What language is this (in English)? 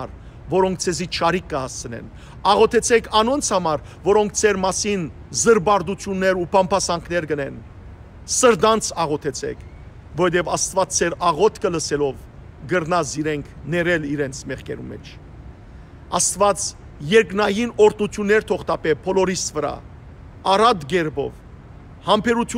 Western Armenian